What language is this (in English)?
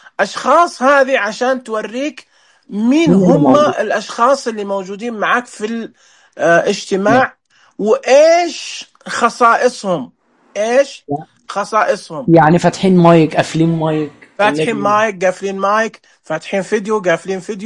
Najdi Arabic